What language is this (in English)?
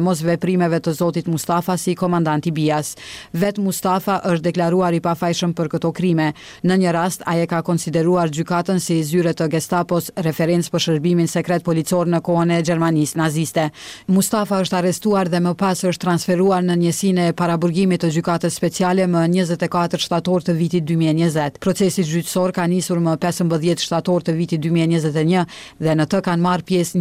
Albanian